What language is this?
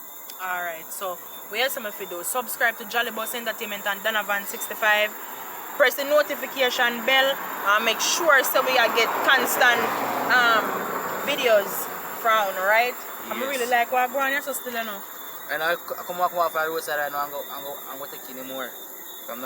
Jamaican Creole English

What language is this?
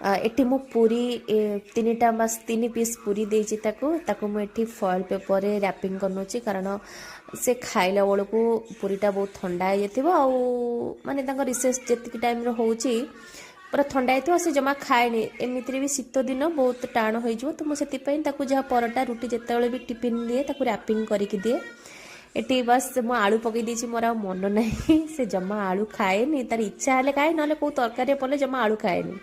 Odia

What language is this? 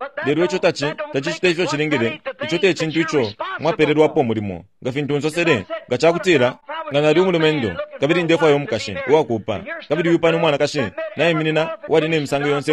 Bemba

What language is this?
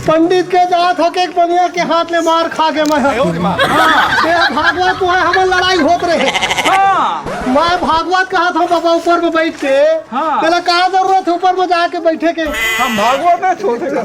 Chhattisgarhi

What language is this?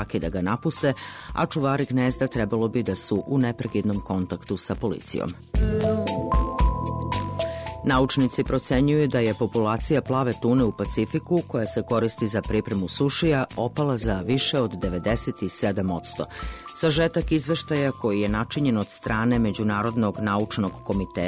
Serbian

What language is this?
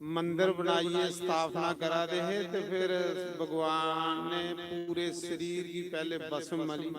Dogri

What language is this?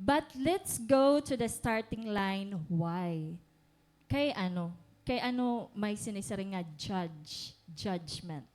Waray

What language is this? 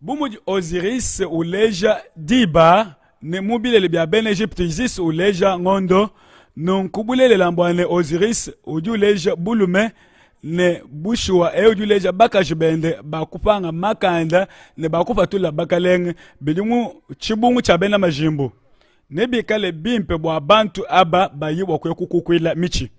Luba-Lulua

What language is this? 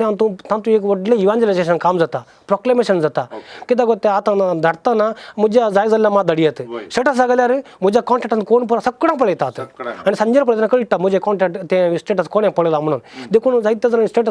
Konkani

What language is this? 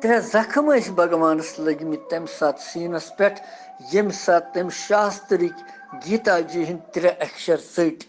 Kashmiri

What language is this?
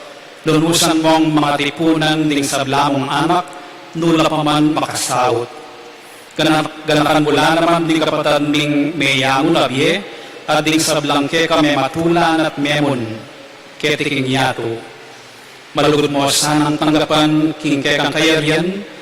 Pampanga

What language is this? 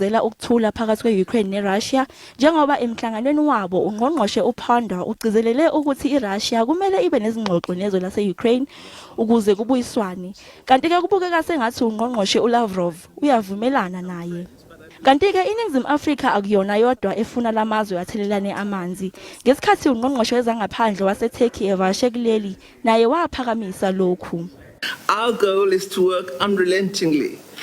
Zulu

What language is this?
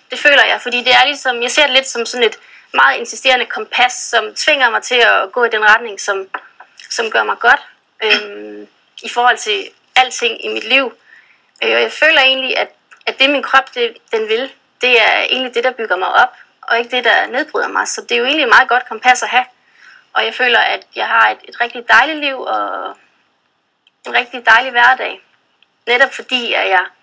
Danish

